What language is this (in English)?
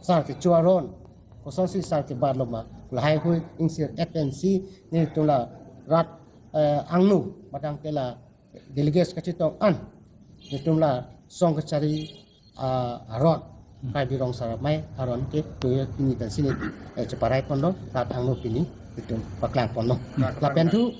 Karbi